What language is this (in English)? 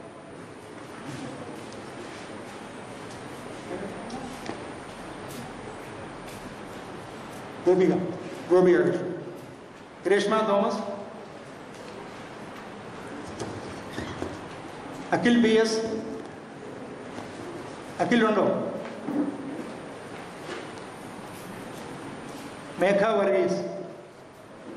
Malayalam